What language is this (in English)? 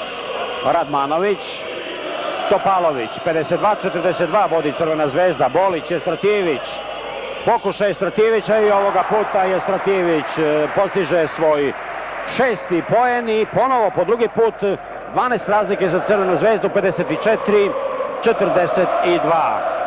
Serbian